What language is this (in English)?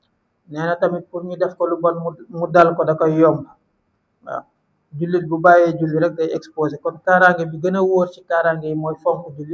Wolof